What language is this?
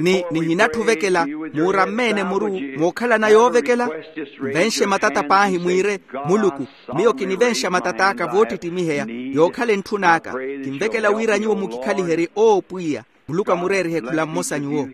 Makhuwa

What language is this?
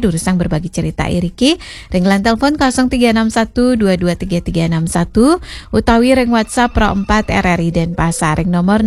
Balinese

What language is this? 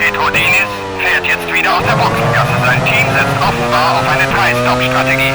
Bavarian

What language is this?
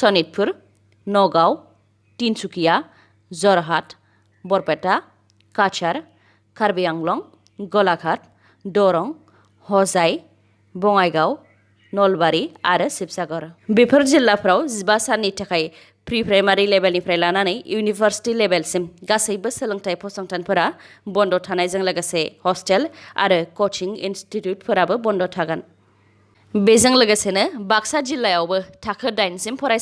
Bodo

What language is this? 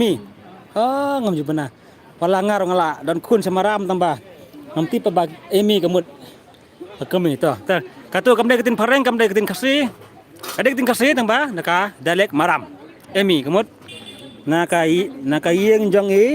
Khasi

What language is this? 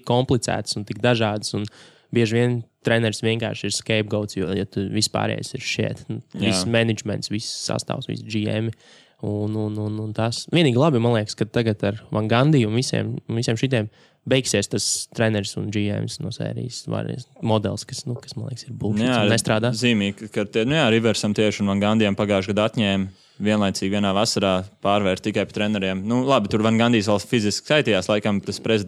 Latvian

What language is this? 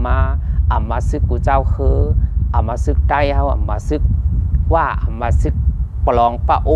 Shan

